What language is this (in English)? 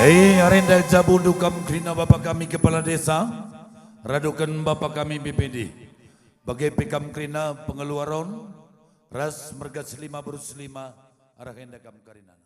Batak Karo